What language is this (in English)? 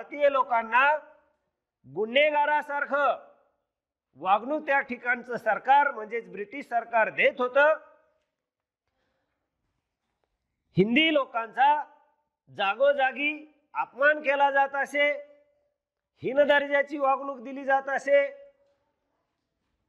Marathi